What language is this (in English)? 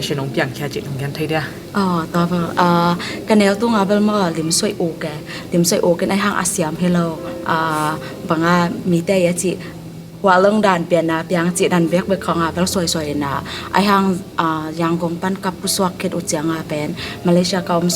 Tedim Chin